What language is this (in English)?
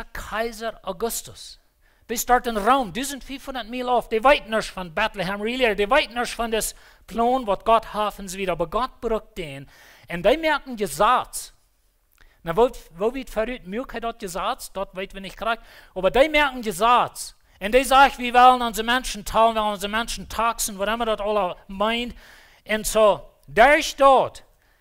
Plautdietsch